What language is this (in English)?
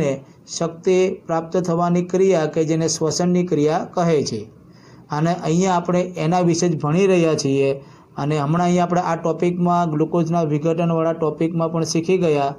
Gujarati